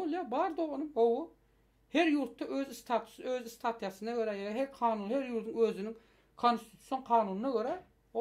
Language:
Turkmen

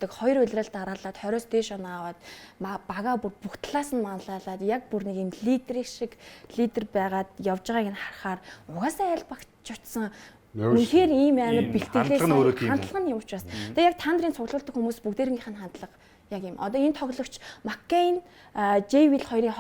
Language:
Mongolian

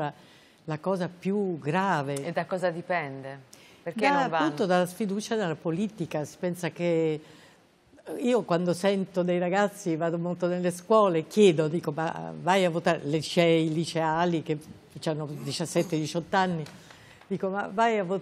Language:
Italian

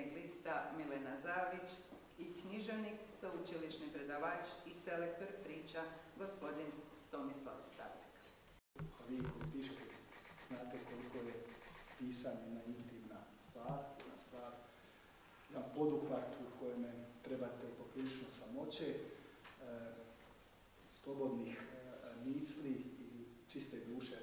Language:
Croatian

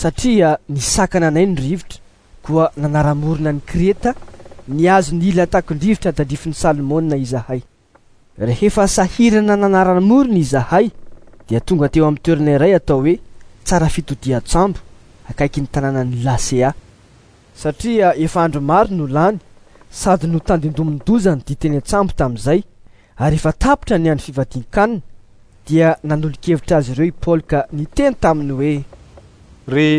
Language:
Malagasy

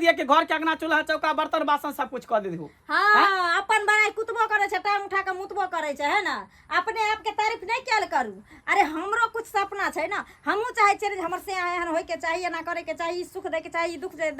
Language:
Maithili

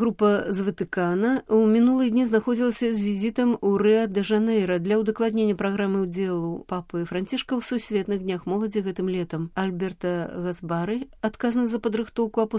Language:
Belarusian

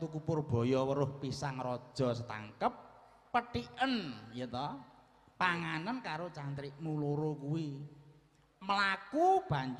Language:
Javanese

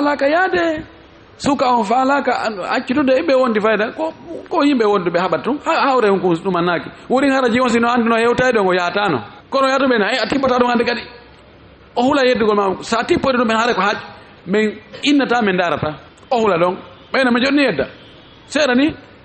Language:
Fula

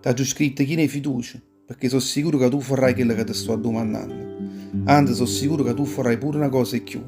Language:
Neapolitan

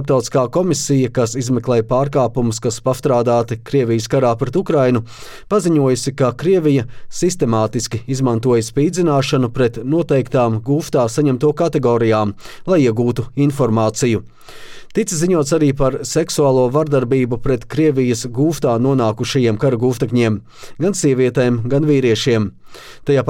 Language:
Latvian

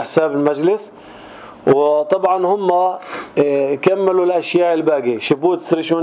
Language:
North Levantine Arabic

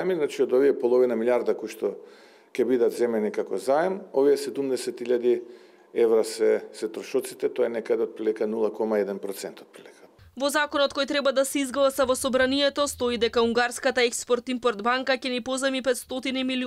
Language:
Macedonian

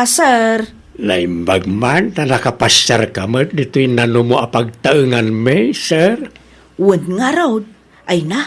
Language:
Iloko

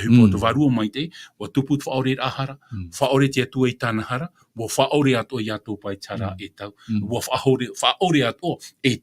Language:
Tahitian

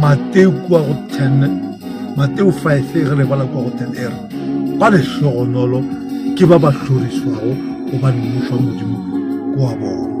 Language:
Northern Sotho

